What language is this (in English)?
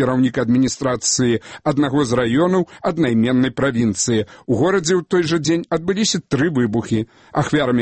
Belarusian